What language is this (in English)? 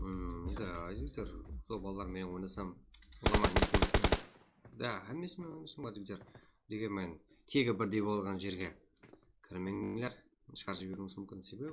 Kara-Kalpak